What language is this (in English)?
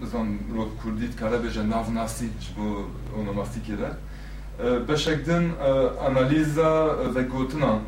Kurdish